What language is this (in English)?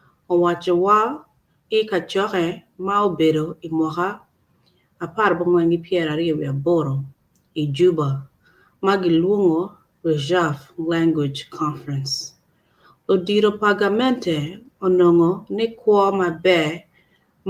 Acoli